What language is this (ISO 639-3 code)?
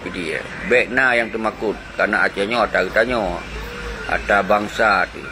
ace